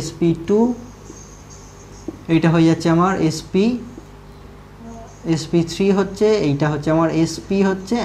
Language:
Bangla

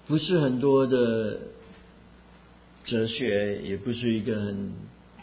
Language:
Chinese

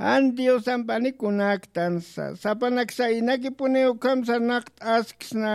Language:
Aymara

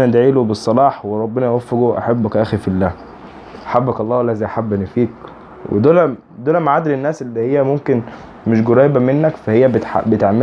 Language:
Egyptian Arabic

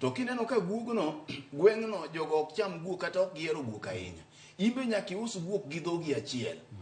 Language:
Luo (Kenya and Tanzania)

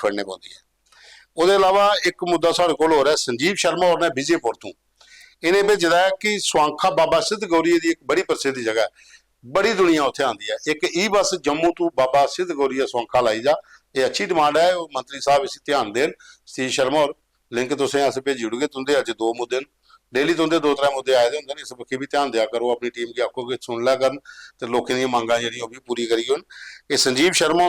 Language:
Dogri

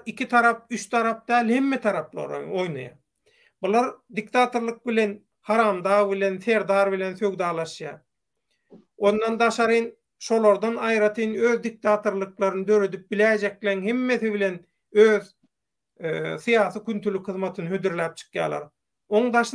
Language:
Turkmen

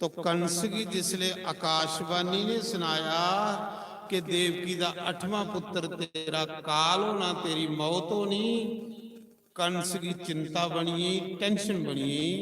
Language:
Dogri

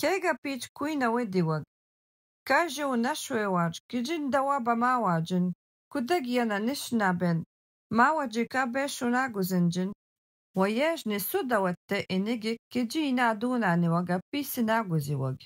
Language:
Algonquin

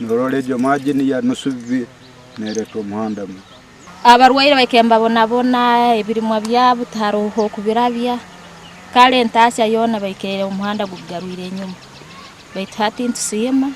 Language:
Nyankole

